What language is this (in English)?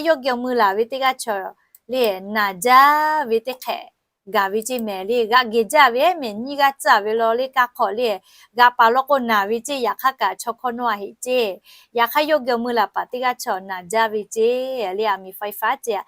Lahu